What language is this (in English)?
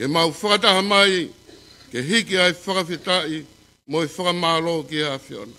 Tongan